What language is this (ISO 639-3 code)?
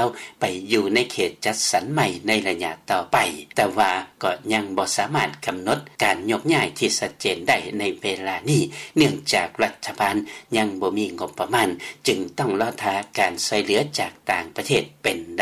lao